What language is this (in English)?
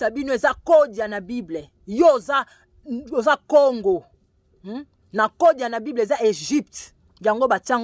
Lingala